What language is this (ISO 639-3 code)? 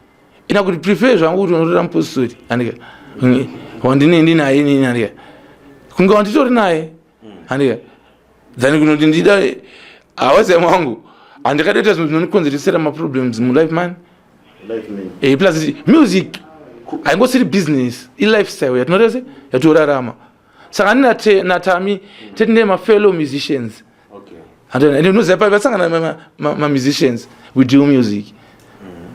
sna